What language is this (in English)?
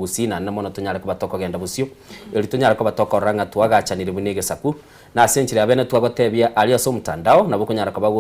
Gusii